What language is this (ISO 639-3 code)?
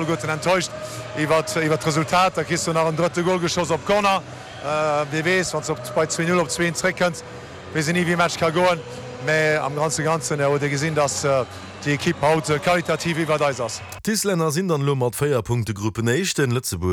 ltz